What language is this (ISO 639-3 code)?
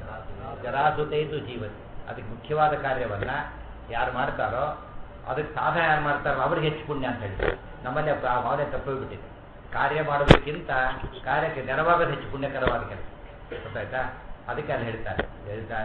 kan